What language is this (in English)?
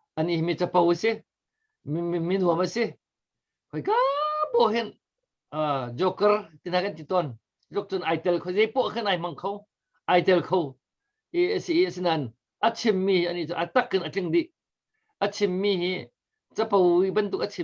Hakha Chin